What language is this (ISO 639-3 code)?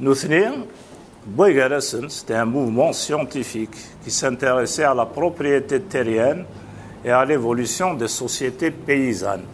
kab